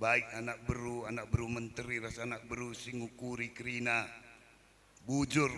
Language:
Batak Karo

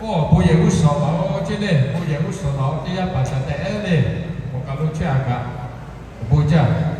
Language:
Lahu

